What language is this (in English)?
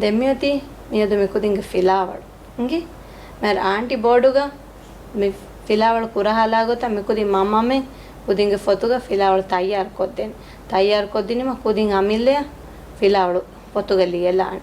Divehi